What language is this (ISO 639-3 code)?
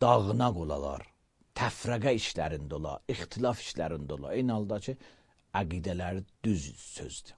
aze